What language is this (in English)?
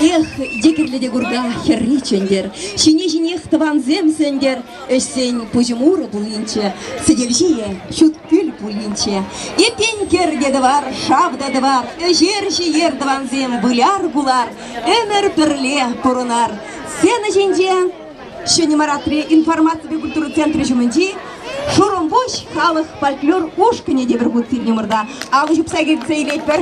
Chuvash